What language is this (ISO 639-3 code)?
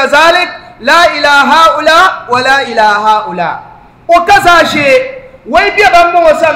dag